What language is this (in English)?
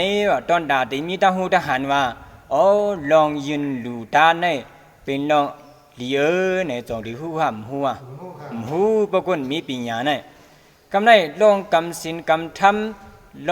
Shan